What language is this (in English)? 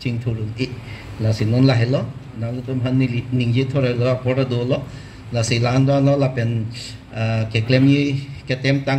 Karbi